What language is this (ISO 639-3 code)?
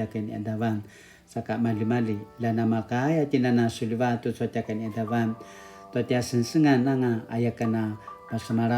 pwn